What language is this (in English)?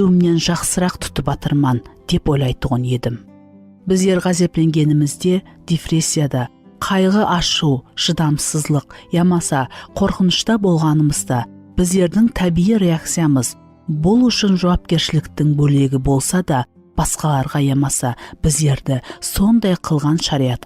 Kara-Kalpak